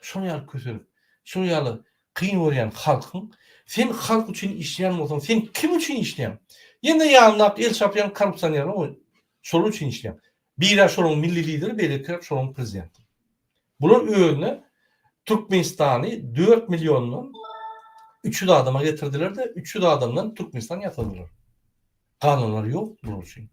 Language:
Turkmen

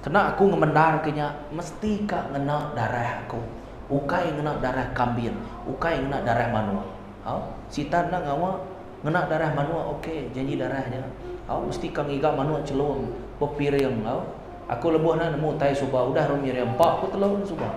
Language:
Iban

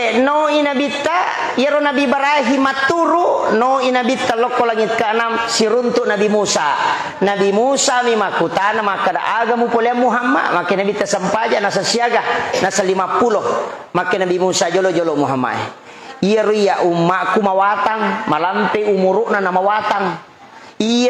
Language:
Buginese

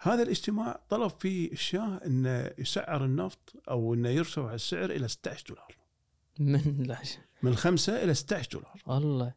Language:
Gulf Arabic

